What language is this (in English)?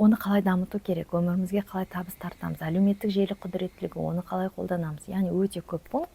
Kazakh